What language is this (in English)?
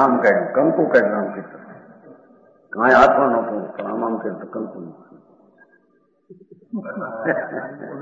Gujarati